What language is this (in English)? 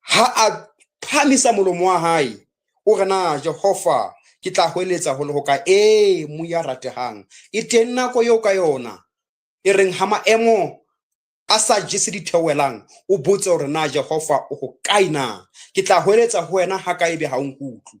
Southern Sotho